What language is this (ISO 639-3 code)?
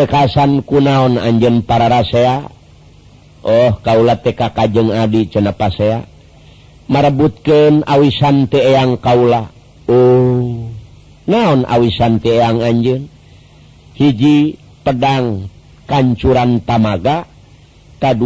sun